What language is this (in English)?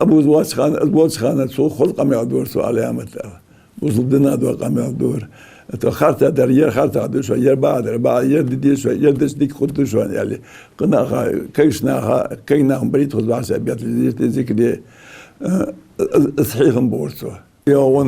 Ingush